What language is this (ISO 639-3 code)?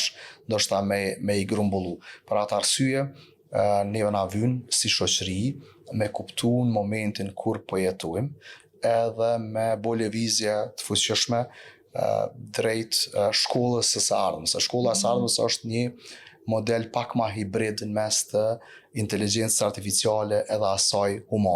sqi